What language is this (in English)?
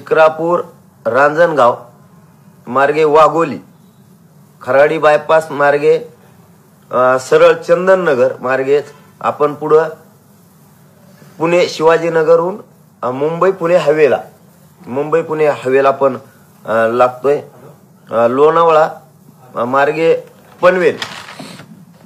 Marathi